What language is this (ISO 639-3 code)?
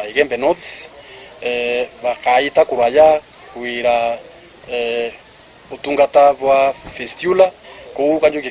mer